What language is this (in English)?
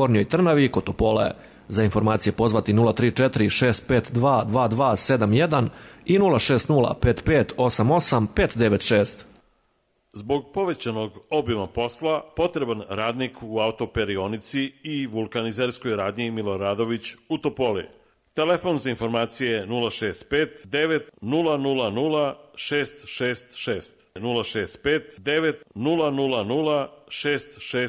Serbian